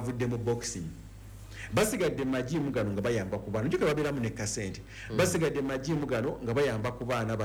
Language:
Ganda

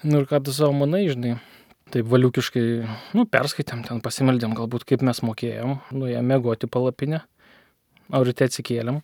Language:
Lithuanian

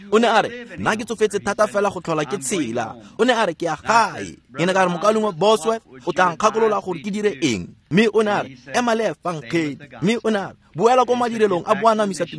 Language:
Tswana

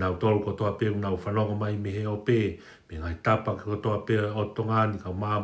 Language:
Tongan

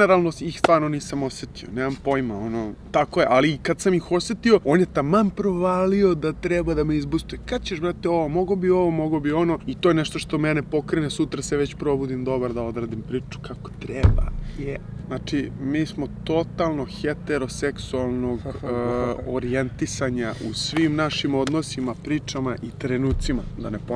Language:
Serbian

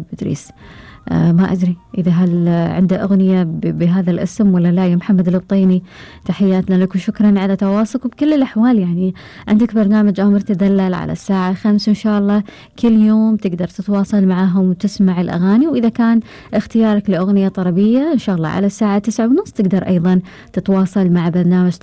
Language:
Gulf Arabic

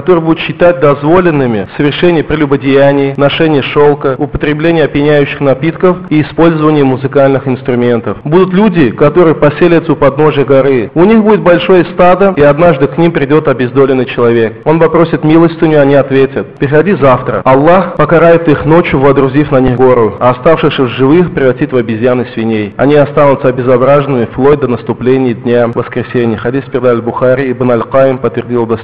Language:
Russian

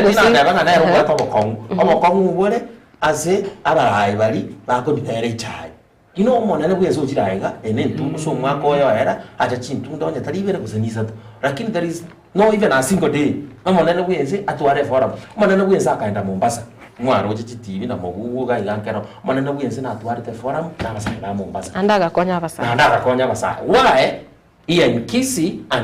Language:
Gusii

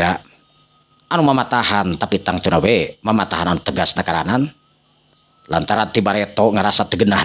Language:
Sundanese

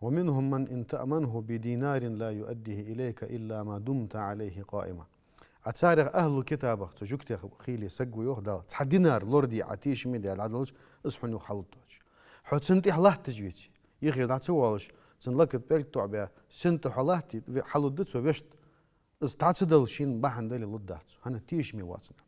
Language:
Ingush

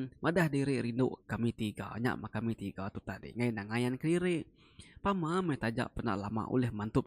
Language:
Iban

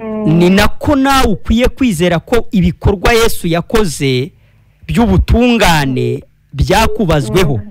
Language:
Kinyarwanda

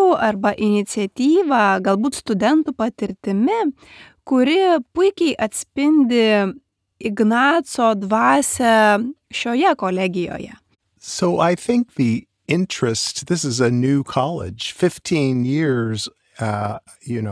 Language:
Lithuanian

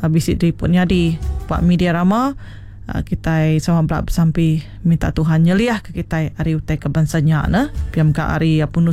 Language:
Iban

